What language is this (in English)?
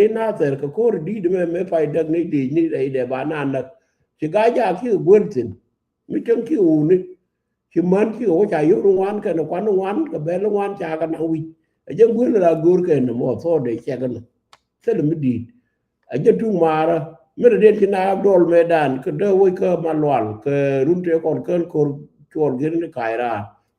Nuer